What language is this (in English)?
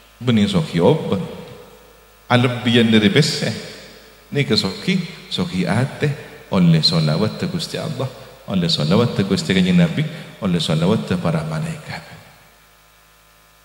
Madurese